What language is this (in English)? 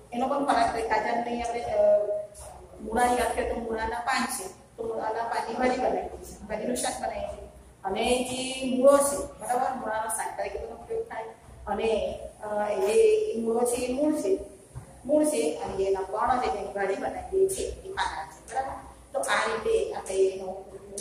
Gujarati